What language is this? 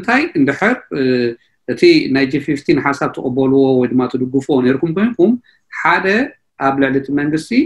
Tigrinya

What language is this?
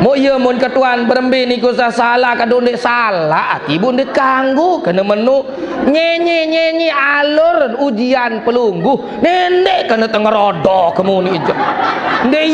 Sasak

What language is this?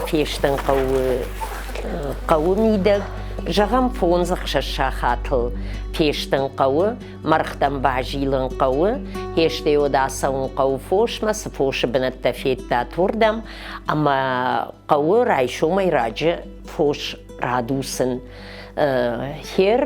Ossetic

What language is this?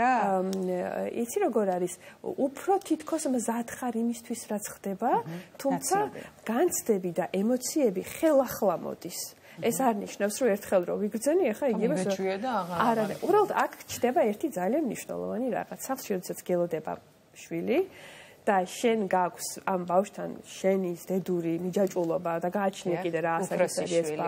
Georgian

